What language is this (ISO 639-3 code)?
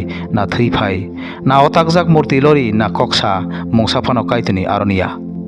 trp